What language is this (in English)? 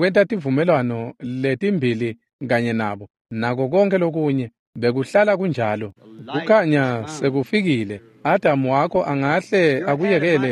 Swati